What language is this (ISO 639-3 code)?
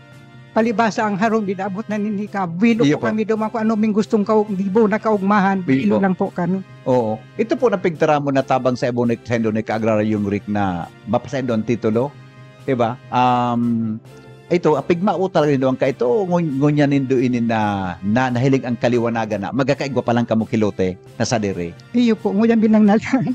bik